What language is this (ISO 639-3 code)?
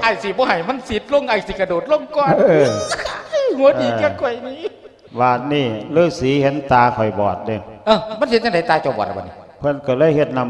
lao